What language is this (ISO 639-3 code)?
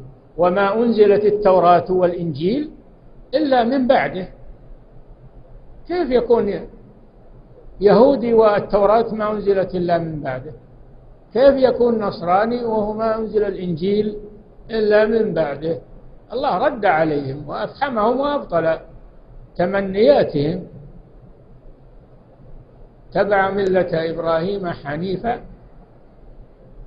ara